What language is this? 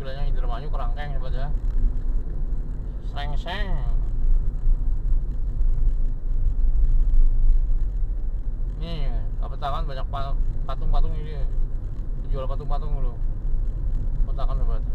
Indonesian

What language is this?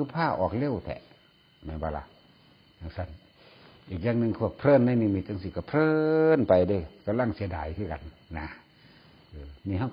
Northeastern Thai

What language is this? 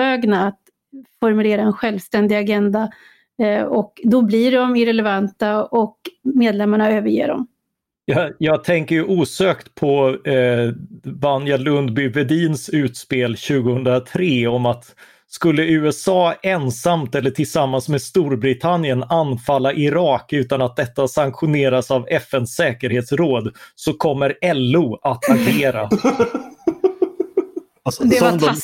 Swedish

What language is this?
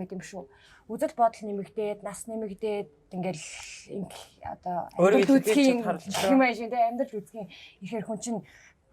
Mongolian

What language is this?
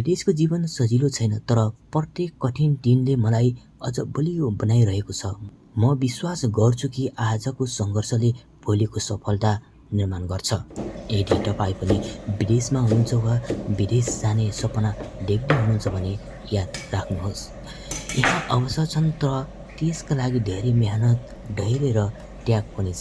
Nepali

